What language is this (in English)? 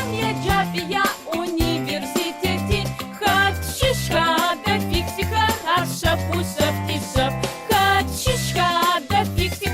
Adyghe